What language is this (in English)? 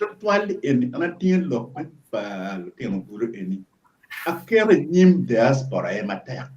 Acoli